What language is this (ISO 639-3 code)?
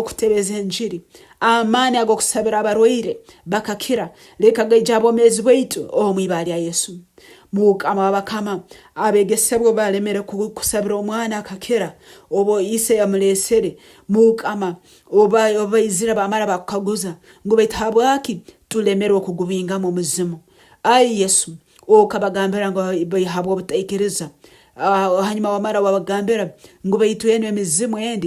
nyo